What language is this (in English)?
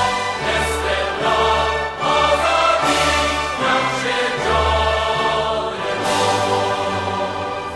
Bosnian